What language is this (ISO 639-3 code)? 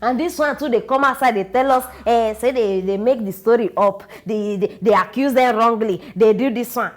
pcm